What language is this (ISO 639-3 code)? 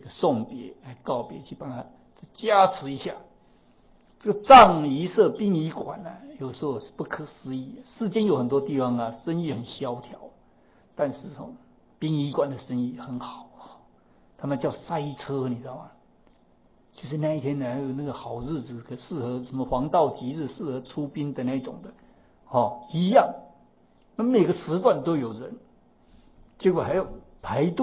zho